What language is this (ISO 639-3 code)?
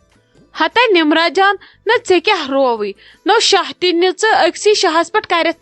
kas